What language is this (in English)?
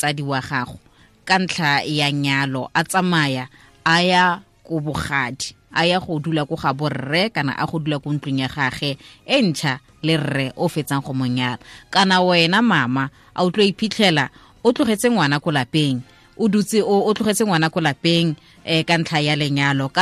Tswana